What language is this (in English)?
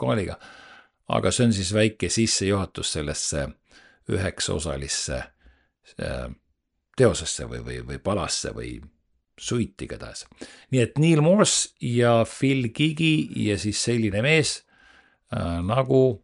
Estonian